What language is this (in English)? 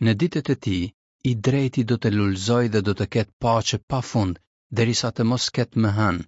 Albanian